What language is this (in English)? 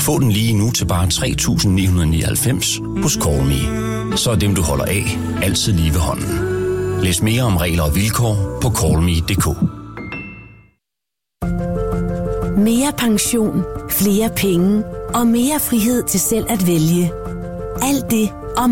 Danish